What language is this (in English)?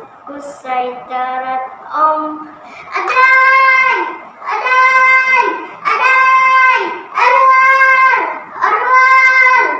Central Dusun